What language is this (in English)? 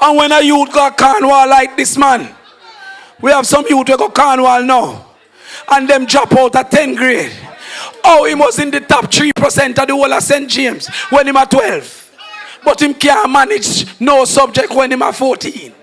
Jamaican Creole English